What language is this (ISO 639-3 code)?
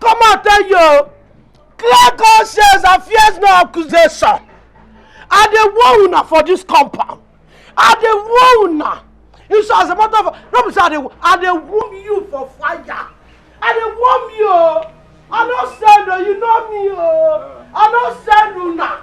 pcm